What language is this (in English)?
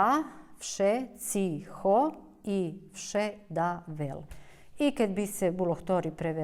Rusyn